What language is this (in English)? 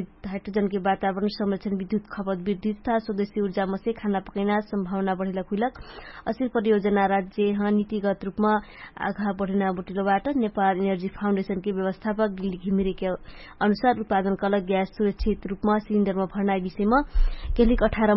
Dangaura Tharu